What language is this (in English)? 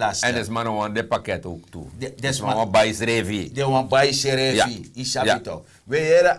Sranan Tongo